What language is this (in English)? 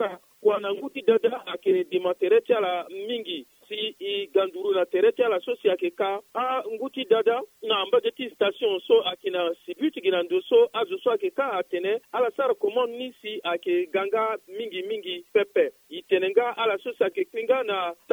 Sango